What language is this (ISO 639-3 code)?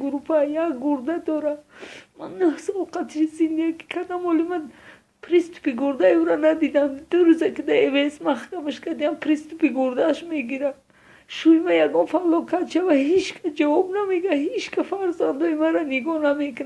tgk